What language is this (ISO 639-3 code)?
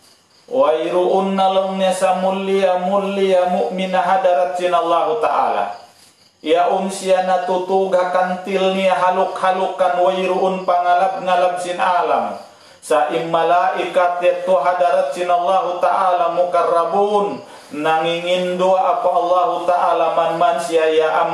tsg